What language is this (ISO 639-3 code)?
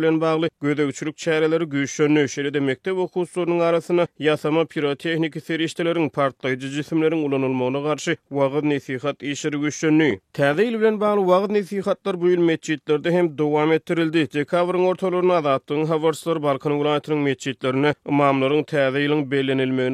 tuk